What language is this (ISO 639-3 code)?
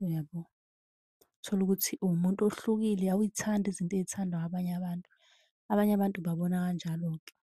zul